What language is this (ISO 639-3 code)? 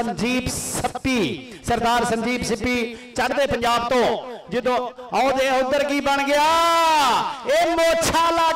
pan